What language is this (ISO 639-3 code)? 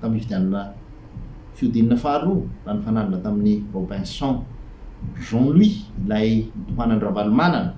mlg